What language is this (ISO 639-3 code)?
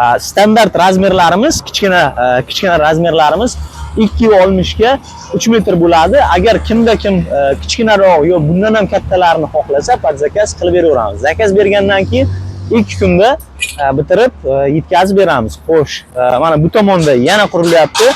uzb